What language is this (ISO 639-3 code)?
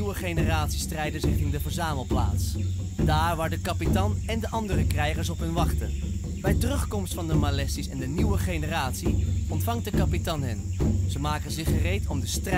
nld